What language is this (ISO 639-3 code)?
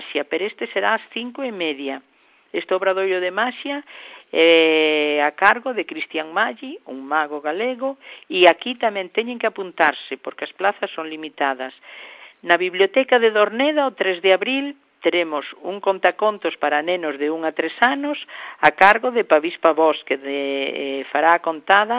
glg